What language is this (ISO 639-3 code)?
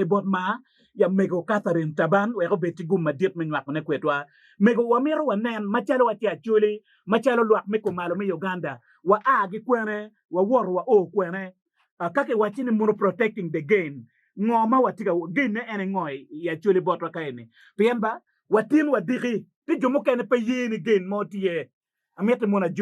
ach